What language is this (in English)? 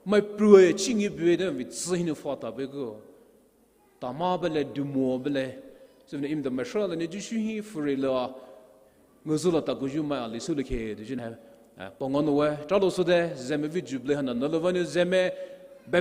Poumei Naga